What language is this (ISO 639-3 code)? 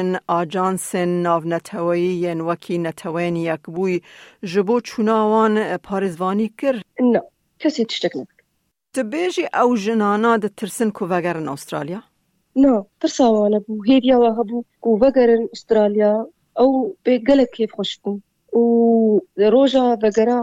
kur